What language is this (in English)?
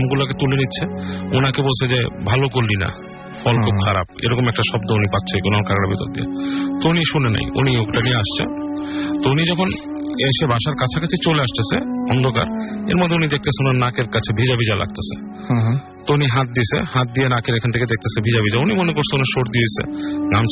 Bangla